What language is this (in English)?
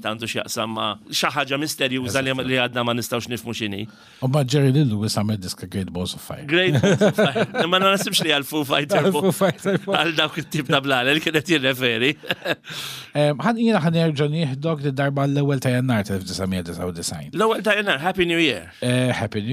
Maltese